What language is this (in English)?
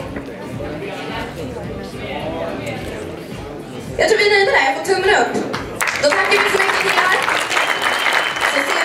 Swedish